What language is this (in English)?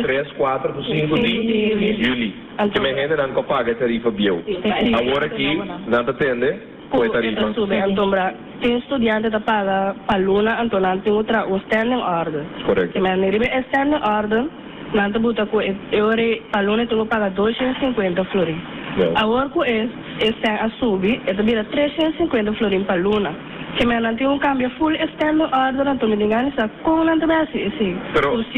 Papiamento